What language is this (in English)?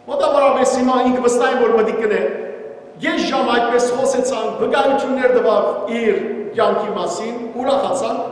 Western Armenian